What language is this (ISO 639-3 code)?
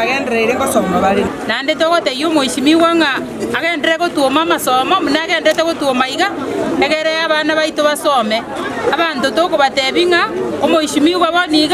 guz